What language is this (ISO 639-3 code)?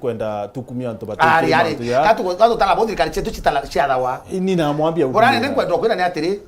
mer